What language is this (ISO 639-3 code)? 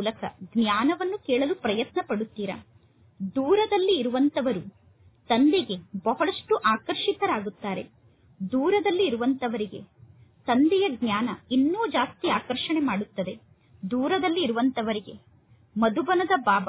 kan